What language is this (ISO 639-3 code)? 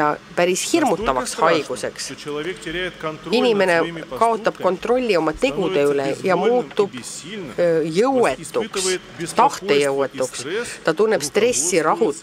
est